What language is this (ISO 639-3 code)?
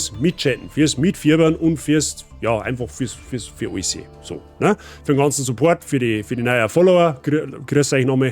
bar